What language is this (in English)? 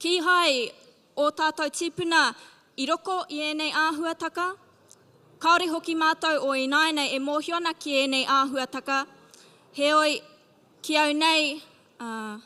Māori